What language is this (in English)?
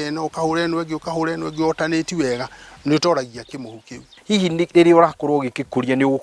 Kikuyu